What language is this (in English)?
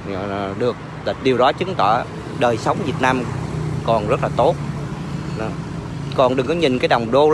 Vietnamese